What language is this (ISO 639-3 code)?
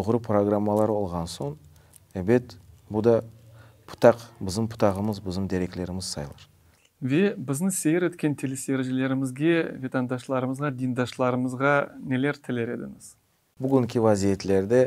crh